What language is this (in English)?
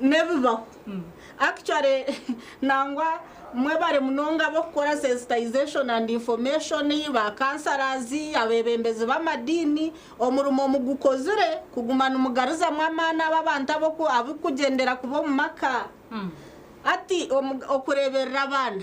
Nyankole